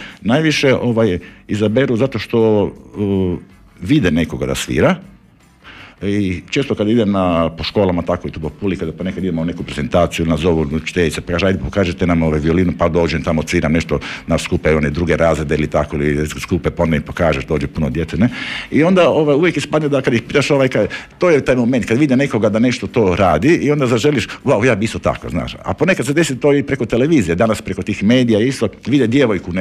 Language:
Croatian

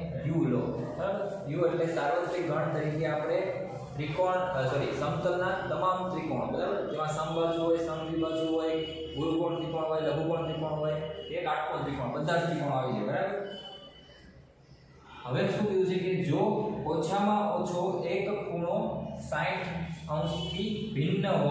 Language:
Gujarati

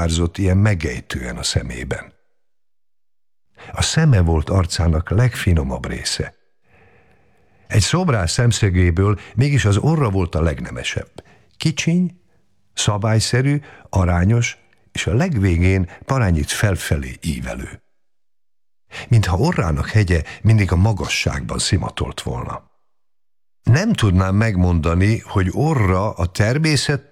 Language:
Hungarian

